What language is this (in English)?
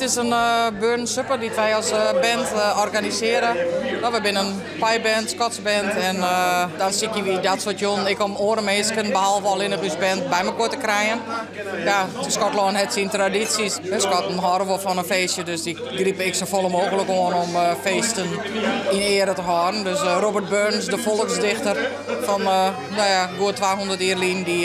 Western Frisian